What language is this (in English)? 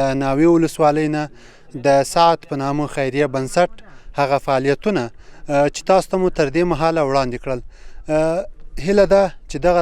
Pashto